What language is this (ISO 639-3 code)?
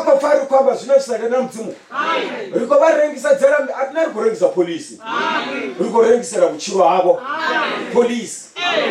ven